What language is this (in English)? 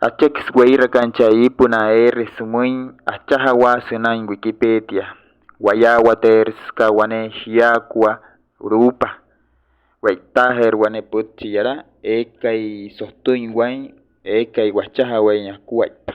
Wayuu